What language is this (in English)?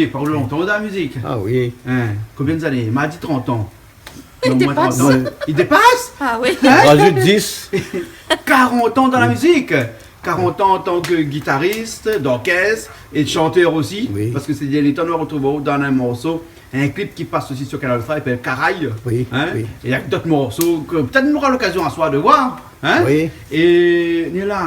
Réunion Creole French